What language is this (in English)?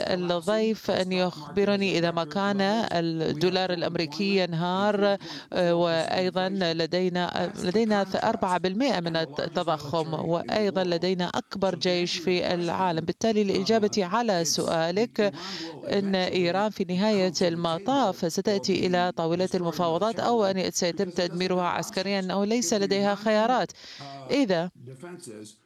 Arabic